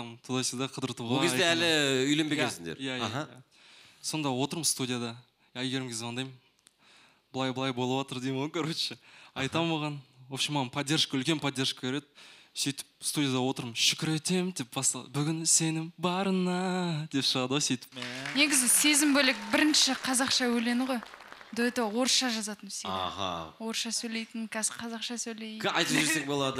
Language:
Kazakh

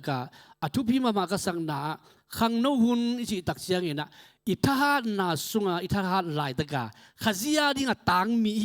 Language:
Tedim Chin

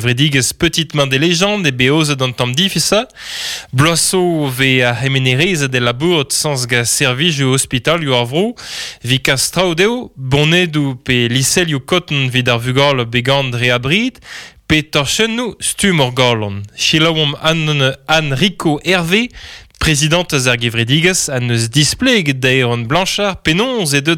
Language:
Breton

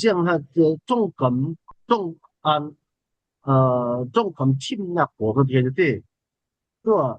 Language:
Falam Chin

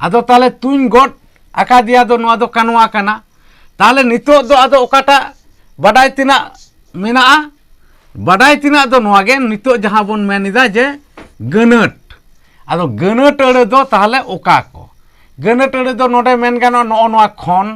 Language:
Santali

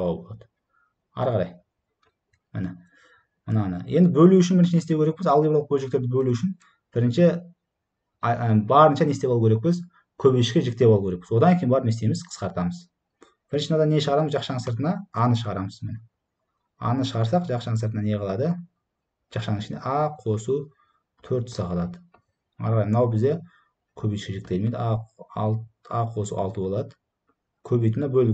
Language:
Kazakh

